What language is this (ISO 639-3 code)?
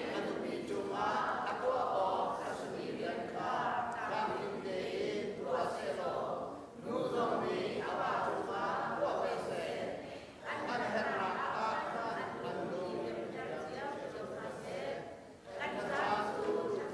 cnh